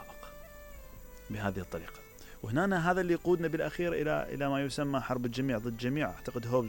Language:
Mesopotamian Arabic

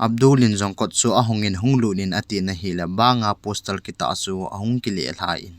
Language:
Thado Chin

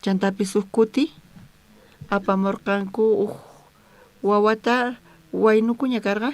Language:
South Bolivian Quechua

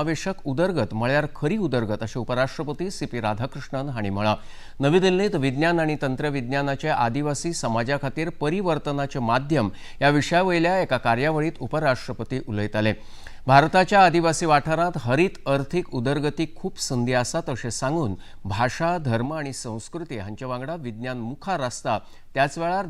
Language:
Konkani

